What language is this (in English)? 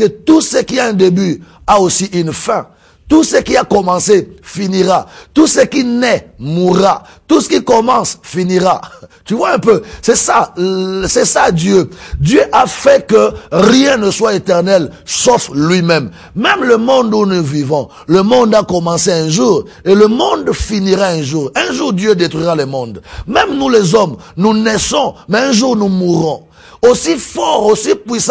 French